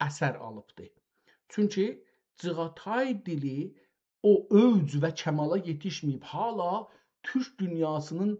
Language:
South Azerbaijani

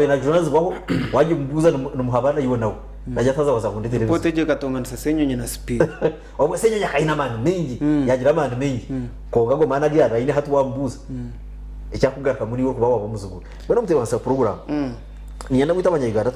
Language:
Nyankole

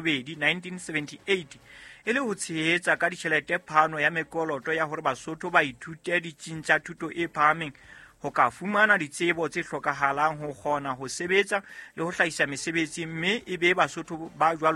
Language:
Southern Sotho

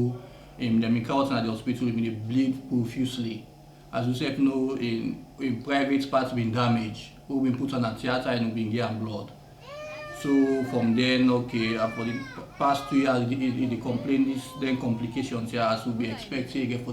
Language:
Nigerian Pidgin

